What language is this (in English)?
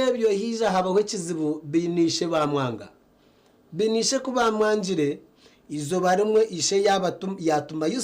Nyankole